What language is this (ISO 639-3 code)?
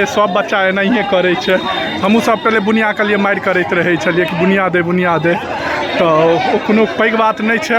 mai